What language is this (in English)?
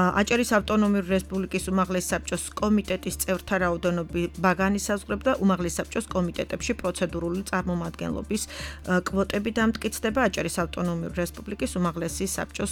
Georgian